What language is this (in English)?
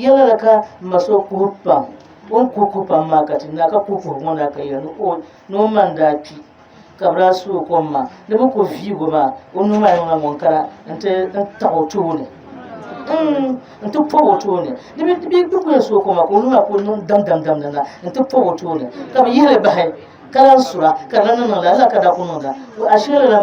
Dagbani